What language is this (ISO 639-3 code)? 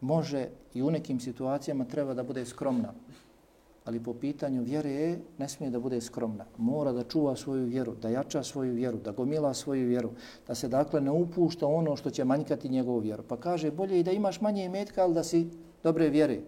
bos